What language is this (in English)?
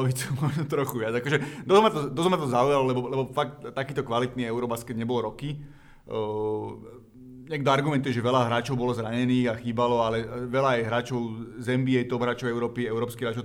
Slovak